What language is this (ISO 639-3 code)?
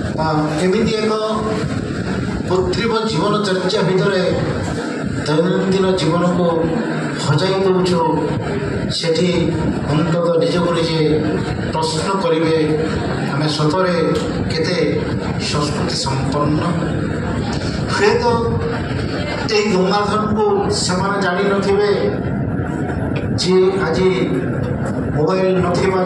ori